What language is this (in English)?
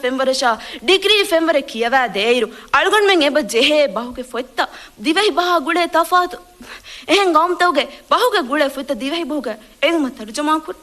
Divehi